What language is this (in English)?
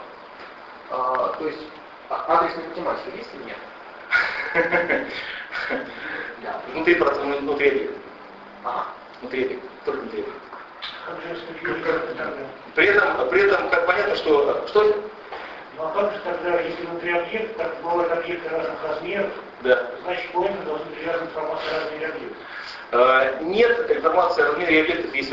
Russian